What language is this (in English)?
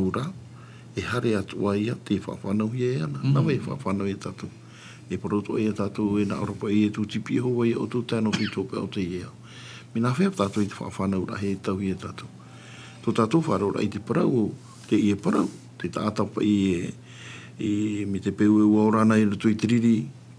Tahitian